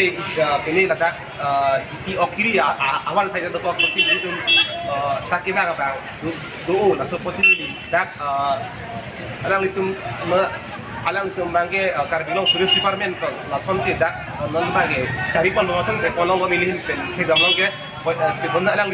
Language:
Karbi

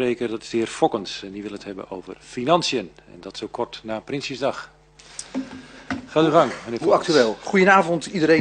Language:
Dutch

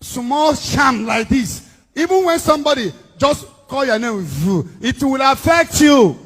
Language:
Nigerian Pidgin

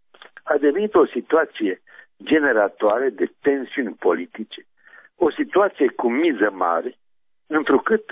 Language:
Romanian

